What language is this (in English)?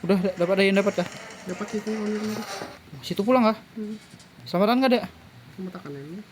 Banjar